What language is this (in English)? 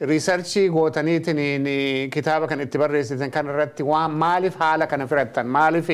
Oromo